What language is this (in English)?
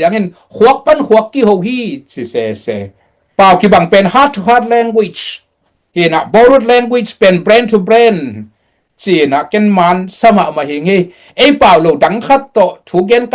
Tedim Chin